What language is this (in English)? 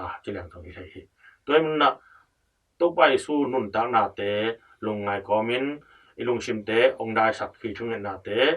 Tedim Chin